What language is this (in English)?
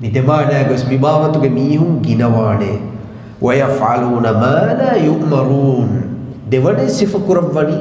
Divehi